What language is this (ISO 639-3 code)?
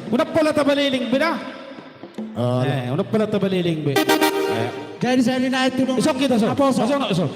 bbc